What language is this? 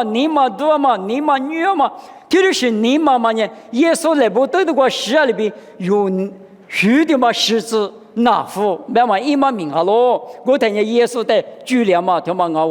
Lisu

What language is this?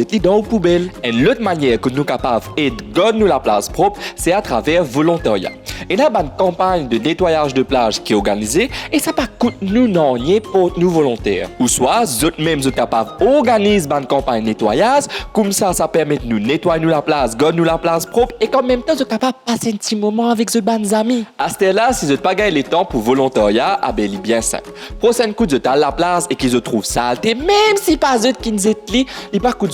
Morisyen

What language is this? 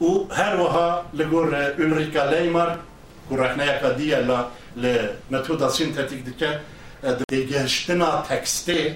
Kurdish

